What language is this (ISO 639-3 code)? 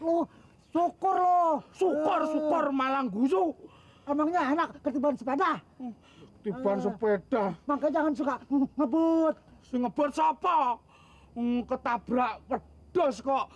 bew